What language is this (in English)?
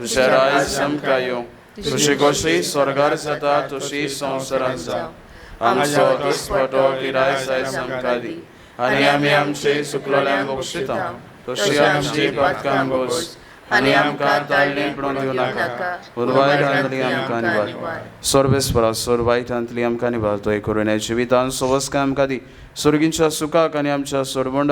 Konkani